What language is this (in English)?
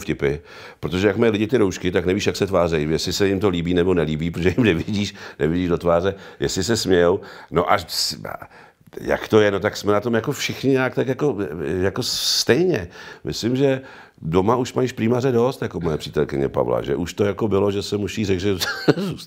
Czech